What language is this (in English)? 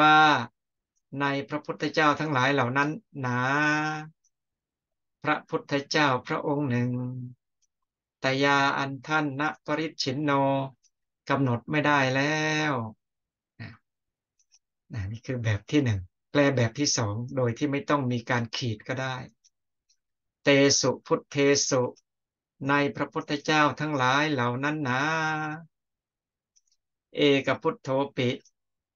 Thai